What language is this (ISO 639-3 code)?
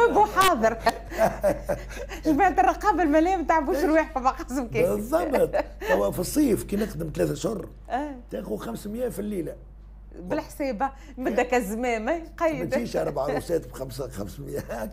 aeb